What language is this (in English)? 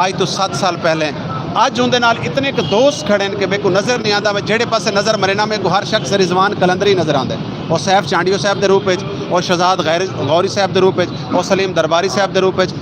Saraiki